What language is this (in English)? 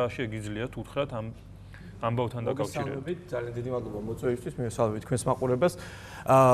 Georgian